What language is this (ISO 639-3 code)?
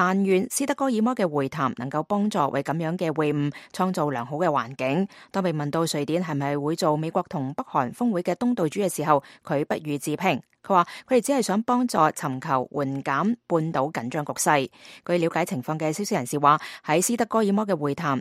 yue